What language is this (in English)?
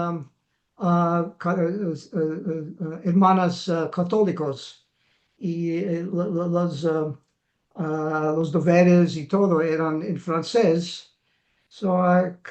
Ladino